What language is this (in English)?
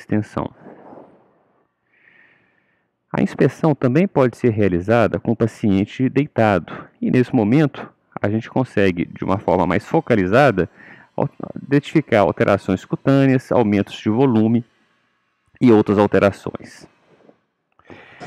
Portuguese